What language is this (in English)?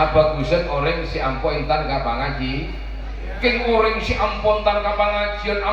Madurese